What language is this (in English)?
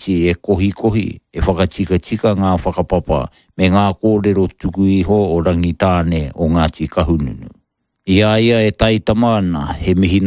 Māori